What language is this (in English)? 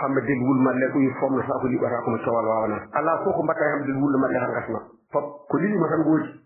Fula